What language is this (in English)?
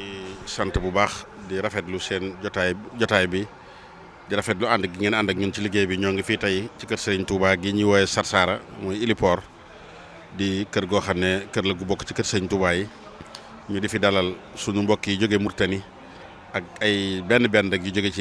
Wolof